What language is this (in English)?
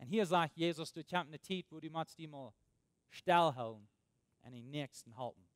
Plautdietsch